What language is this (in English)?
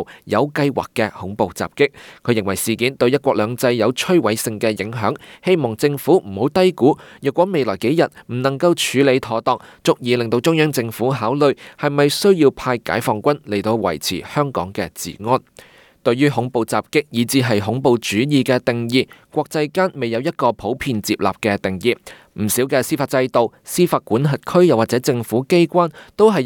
Cantonese